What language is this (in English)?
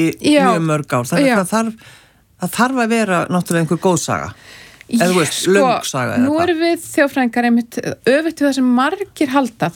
Icelandic